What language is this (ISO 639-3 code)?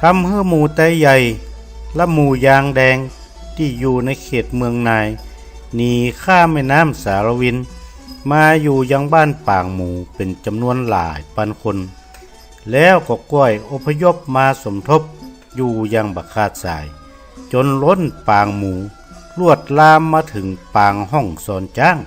nod